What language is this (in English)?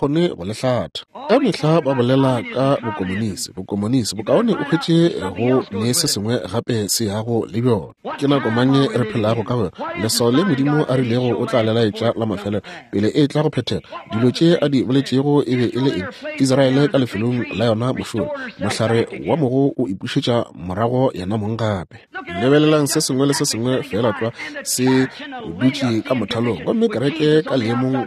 Northern Sotho